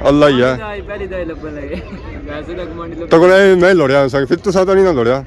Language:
Pahari-Potwari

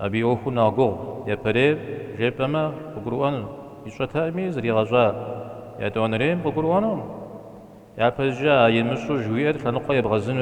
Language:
Kabardian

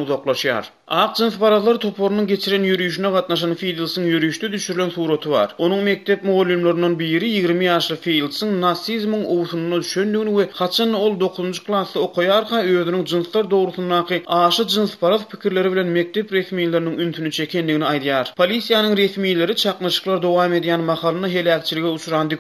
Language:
Turkmen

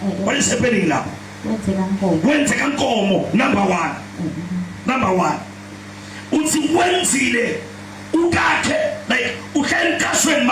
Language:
Zulu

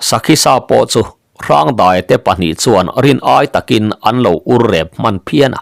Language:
Mizo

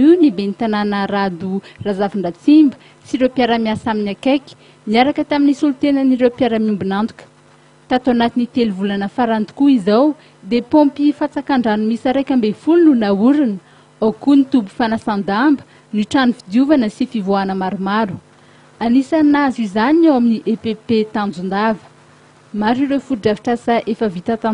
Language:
Malagasy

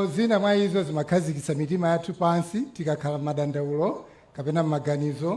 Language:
Nyanja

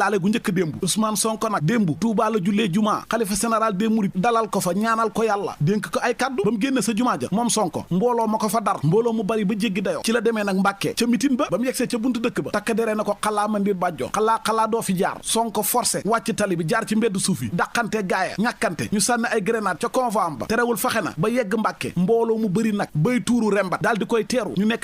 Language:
Wolof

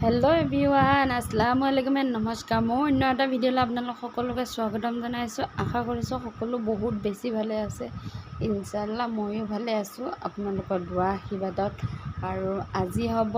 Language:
Assamese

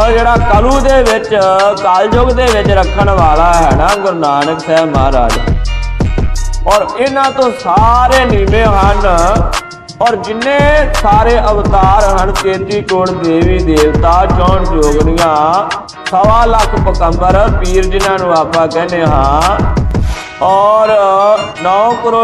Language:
Punjabi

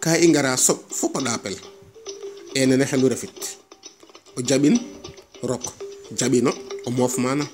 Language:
Serer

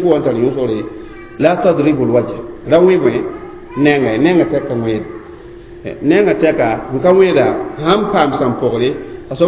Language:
Mossi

